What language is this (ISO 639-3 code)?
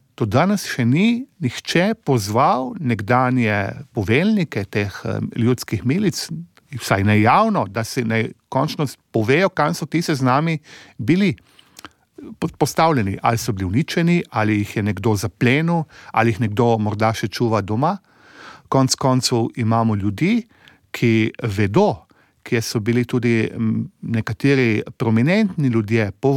slv